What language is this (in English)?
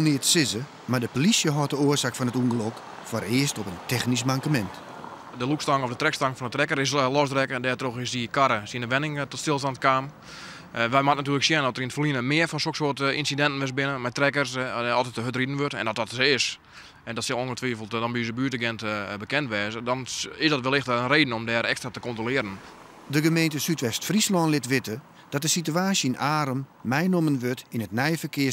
Western Frisian